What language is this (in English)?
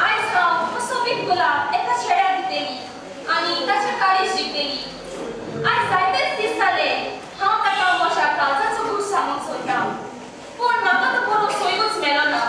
Konkani